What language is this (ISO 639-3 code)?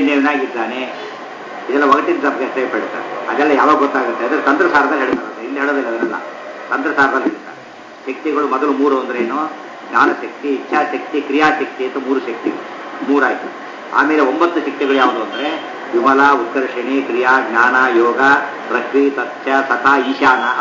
kan